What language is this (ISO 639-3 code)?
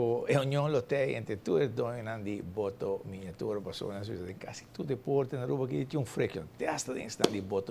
pap